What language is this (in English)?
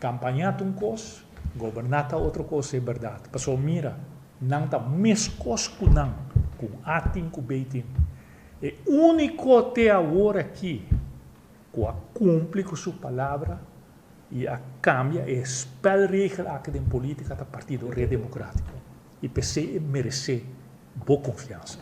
Papiamento